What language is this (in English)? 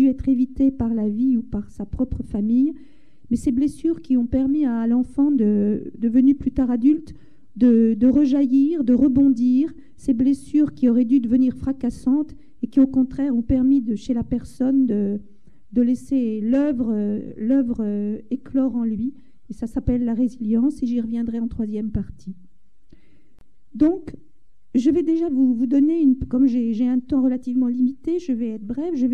French